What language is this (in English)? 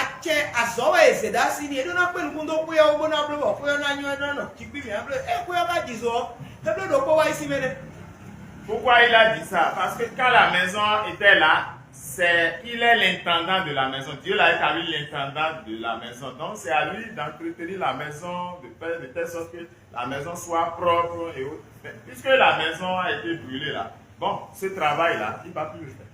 Fon